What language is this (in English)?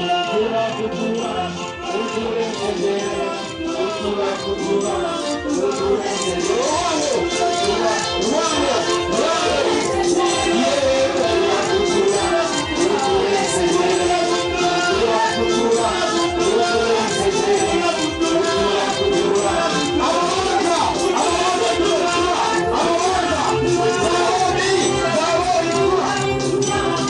Nyankole